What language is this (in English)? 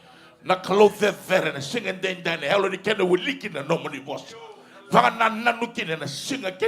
Fijian